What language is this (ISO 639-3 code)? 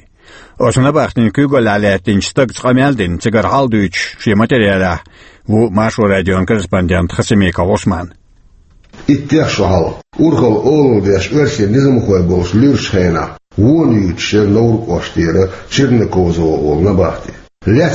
che